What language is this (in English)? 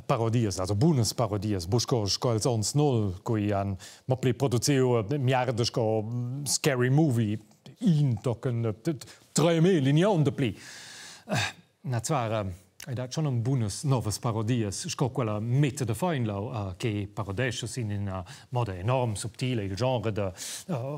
Romansh